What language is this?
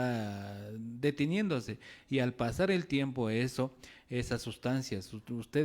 Imbabura Highland Quichua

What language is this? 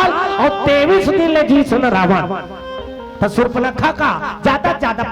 Chhattisgarhi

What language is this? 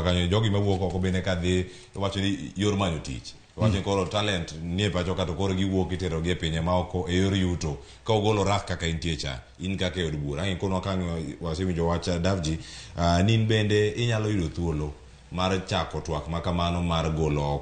Luo (Kenya and Tanzania)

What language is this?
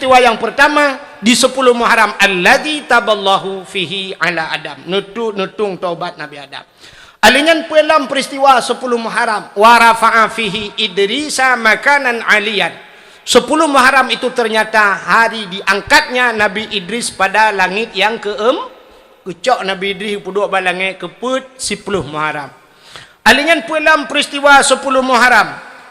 Achinese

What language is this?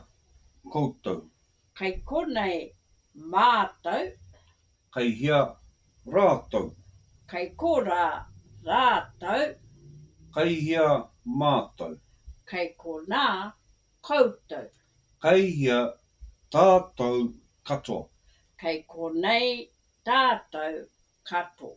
Māori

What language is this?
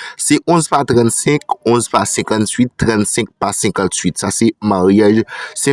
Haitian Creole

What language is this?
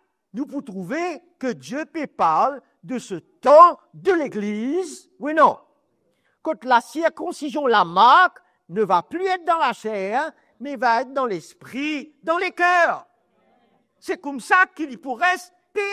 Morisyen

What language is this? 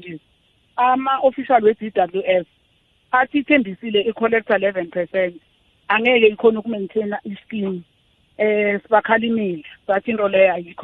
South Ndebele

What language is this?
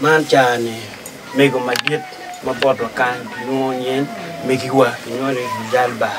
Acoli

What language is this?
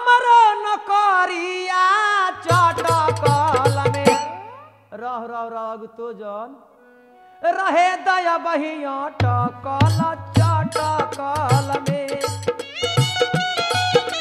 Bhojpuri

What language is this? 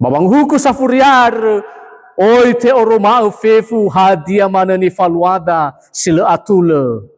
Nias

